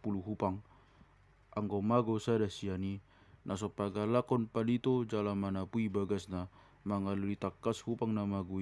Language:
Batak Toba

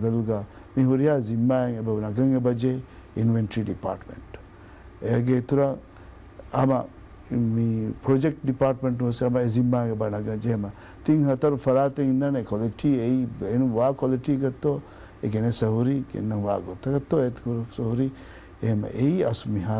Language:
Divehi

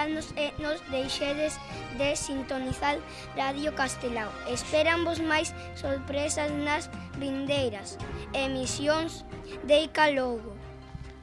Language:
Galician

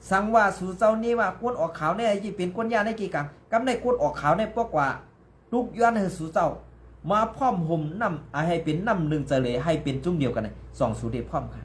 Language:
Shan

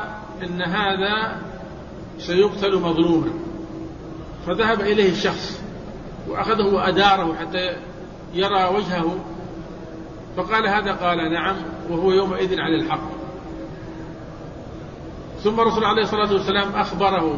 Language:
Arabic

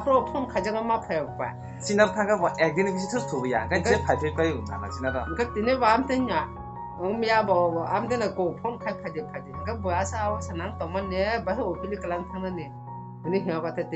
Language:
Kok Borok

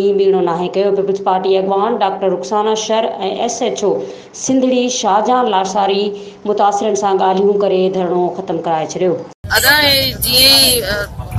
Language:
Sindhi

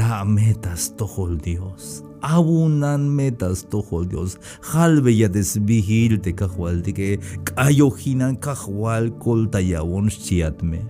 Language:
Tzeltal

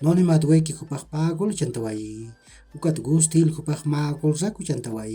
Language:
Aymara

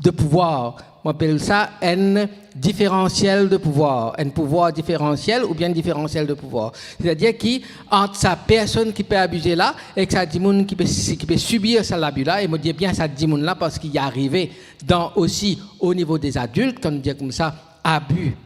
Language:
Morisyen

